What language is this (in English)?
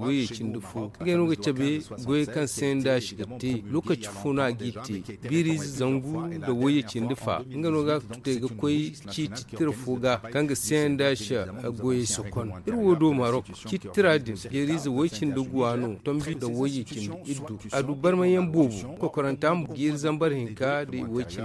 Zarma